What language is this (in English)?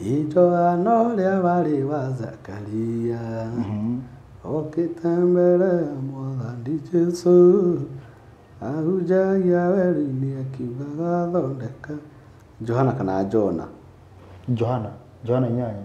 Kikuyu